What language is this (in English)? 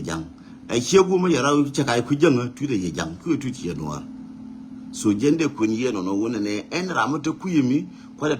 Nuer